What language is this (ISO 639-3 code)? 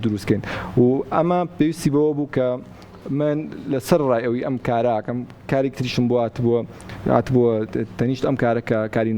ckb